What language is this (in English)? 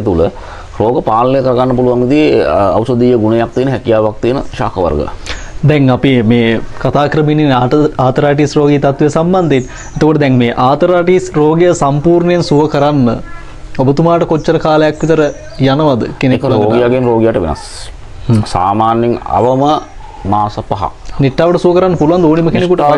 Sinhala